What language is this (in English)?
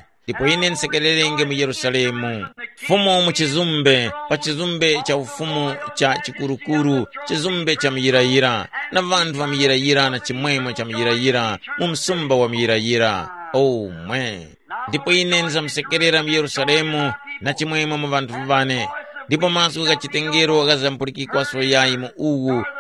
Tumbuka